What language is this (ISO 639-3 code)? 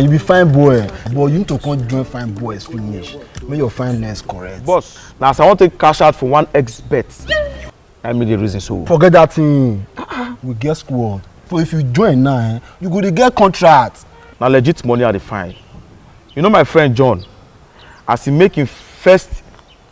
pcm